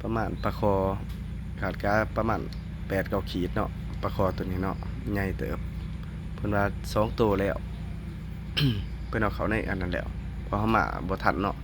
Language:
Lao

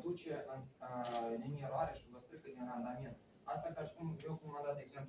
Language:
Romanian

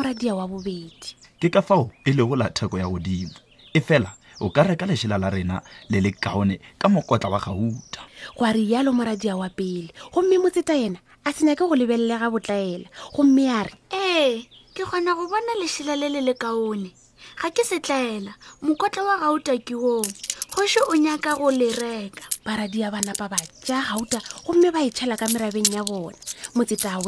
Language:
Northern Sotho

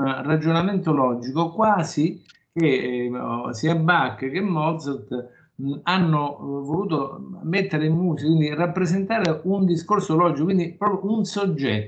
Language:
Italian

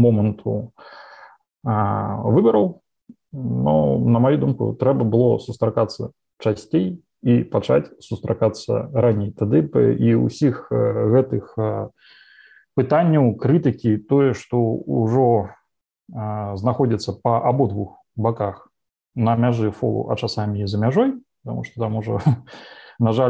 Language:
Belarusian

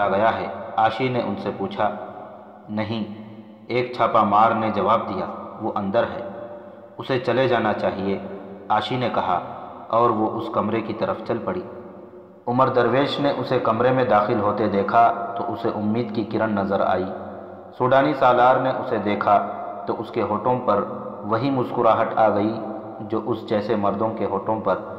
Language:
Urdu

